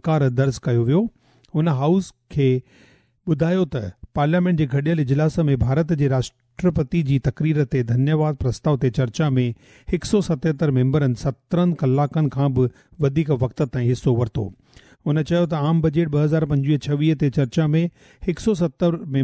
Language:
Sindhi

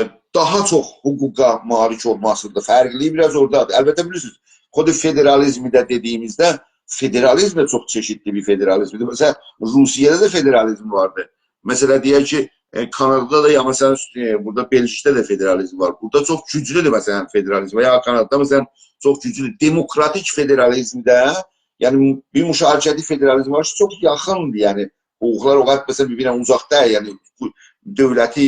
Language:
South Azerbaijani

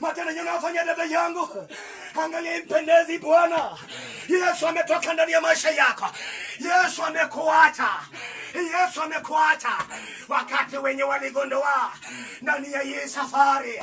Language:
Swahili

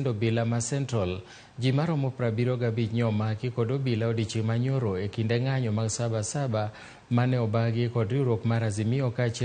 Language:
Luo (Kenya and Tanzania)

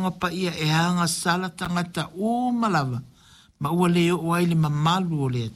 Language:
Samoan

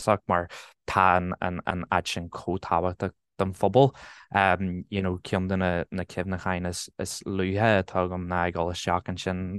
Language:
Irish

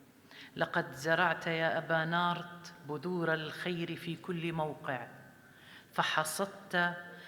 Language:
North Levantine Arabic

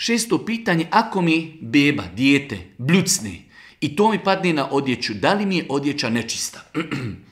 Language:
Bosnian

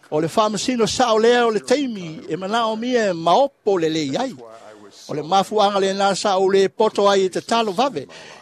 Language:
Samoan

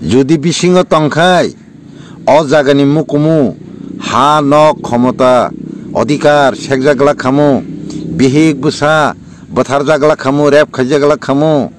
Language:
Kok Borok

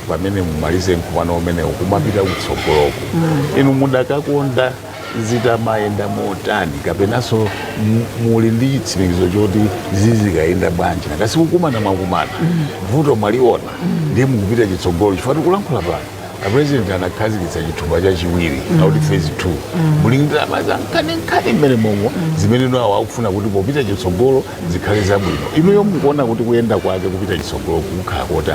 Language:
Nyanja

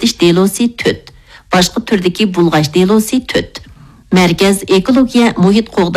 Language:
Uyghur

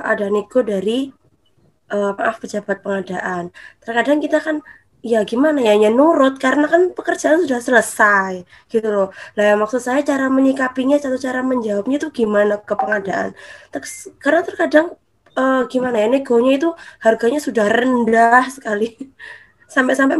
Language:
Indonesian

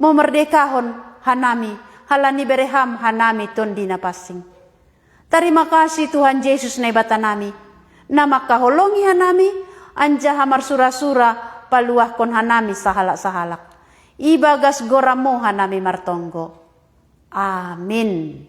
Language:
Batak Simalungun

